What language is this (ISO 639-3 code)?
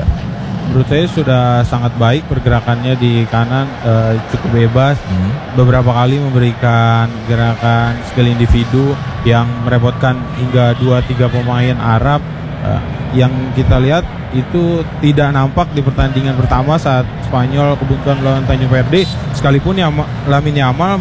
ind